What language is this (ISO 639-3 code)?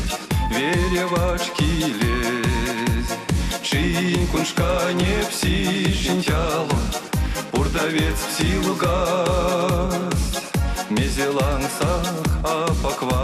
myv